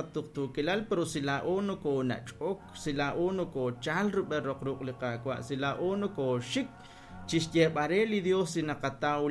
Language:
Kekchí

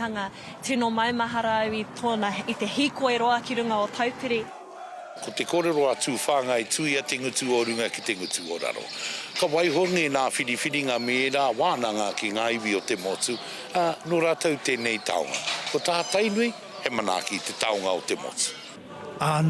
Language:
Māori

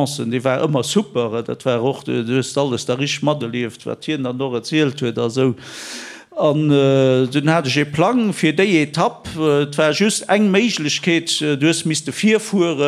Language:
Luxembourgish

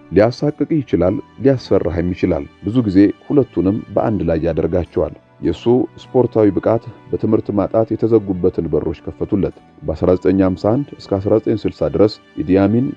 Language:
Amharic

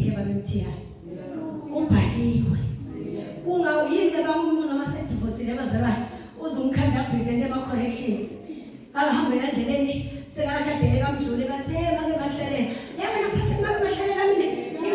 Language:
Zulu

